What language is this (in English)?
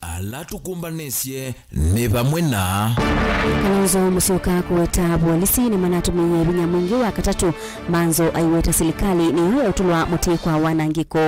Kamba